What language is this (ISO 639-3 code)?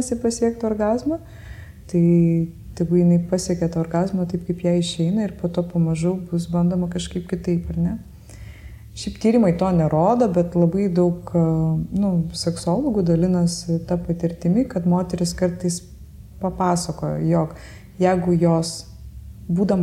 lit